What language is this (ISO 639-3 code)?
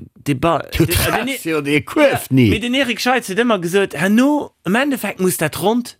ltz